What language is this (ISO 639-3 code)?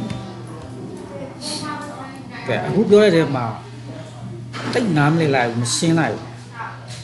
mya